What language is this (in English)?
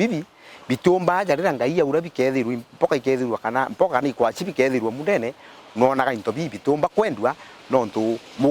Meru